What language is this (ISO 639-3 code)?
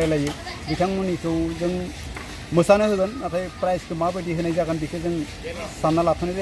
brx